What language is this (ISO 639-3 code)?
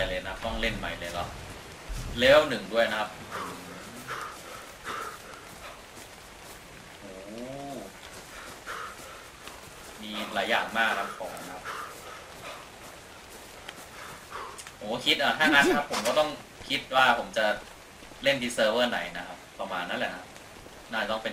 tha